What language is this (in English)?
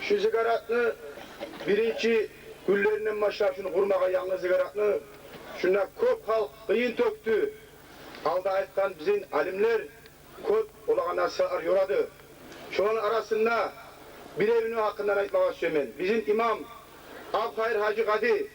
Kumyk